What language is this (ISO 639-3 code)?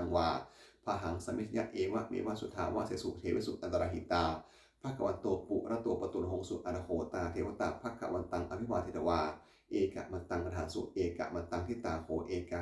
pli